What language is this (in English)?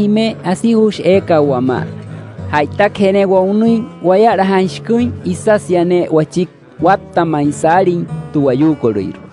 Wayuu